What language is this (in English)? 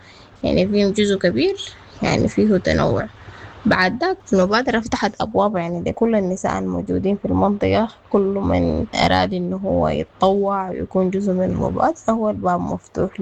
Sudanese Arabic